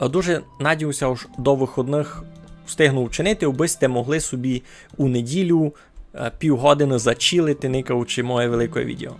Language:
Rusyn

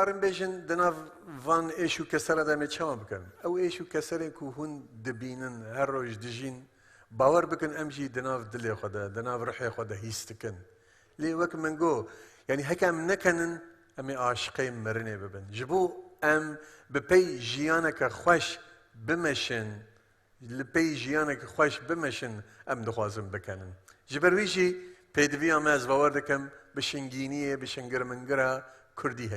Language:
Kurdish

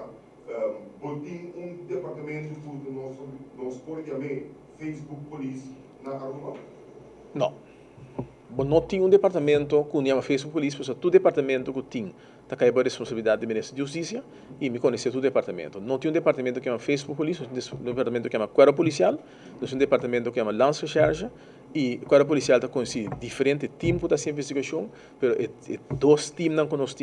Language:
Papiamento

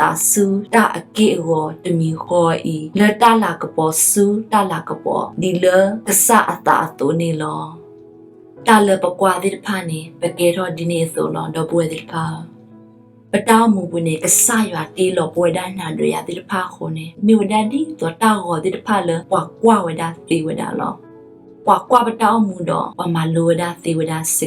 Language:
S'gaw Karen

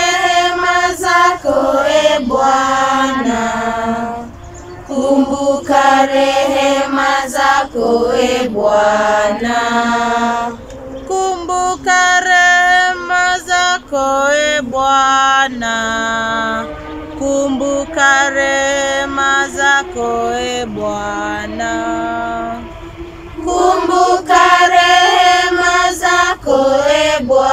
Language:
Swahili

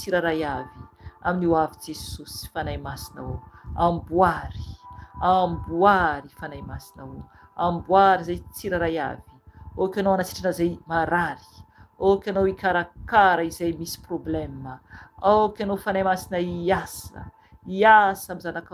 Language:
Malagasy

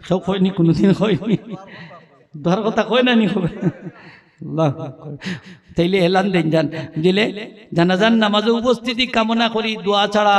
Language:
Sylheti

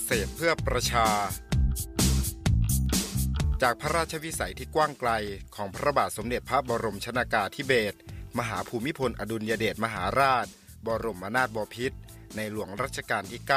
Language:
Thai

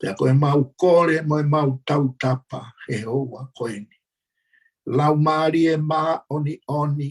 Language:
Tongan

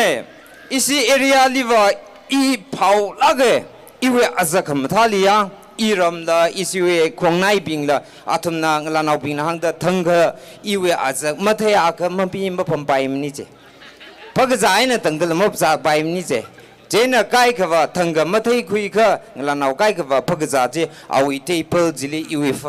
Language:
Tangkhul Naga (India)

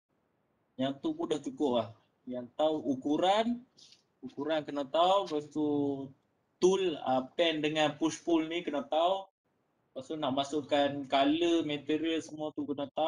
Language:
Malay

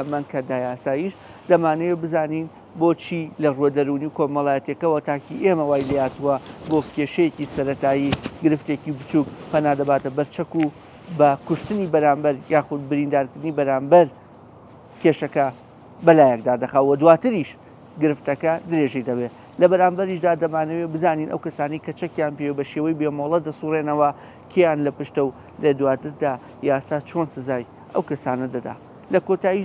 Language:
Central Kurdish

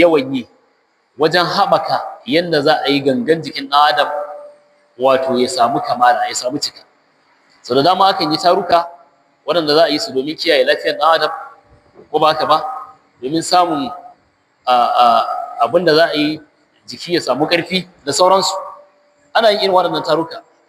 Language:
Hausa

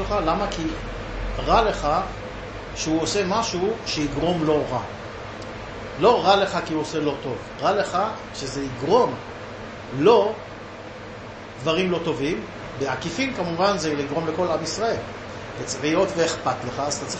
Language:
Hebrew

